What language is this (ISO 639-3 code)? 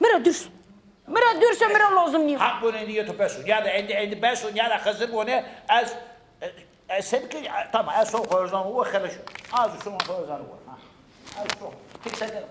zza